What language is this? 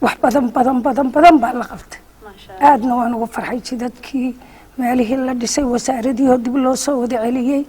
Somali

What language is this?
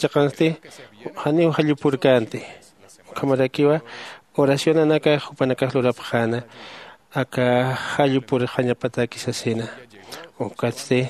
Aymara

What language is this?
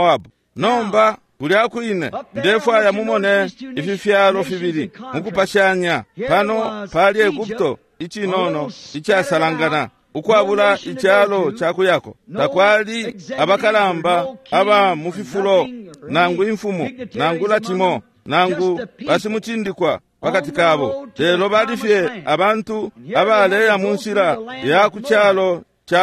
Bemba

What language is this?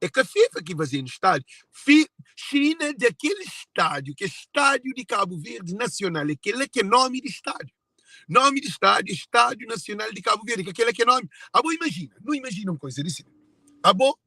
Kabuverdianu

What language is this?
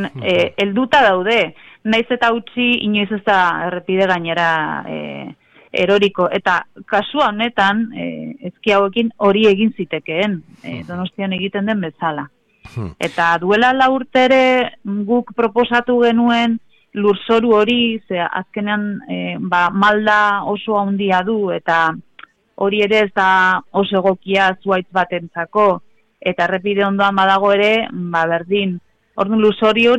Basque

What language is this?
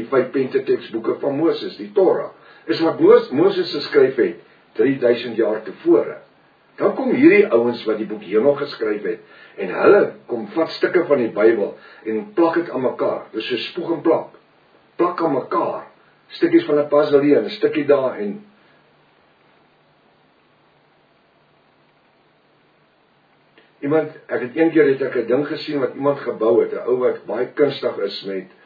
Afrikaans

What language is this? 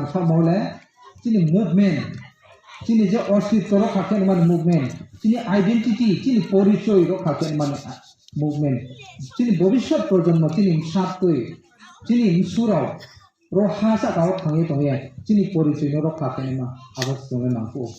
Riang (India)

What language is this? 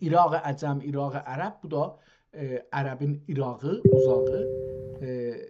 South Azerbaijani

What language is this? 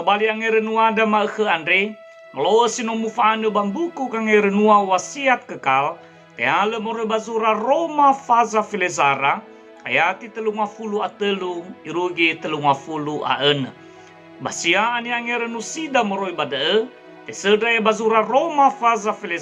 Nias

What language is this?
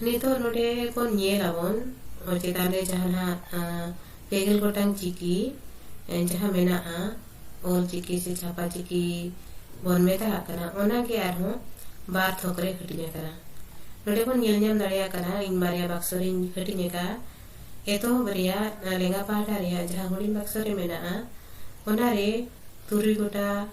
Santali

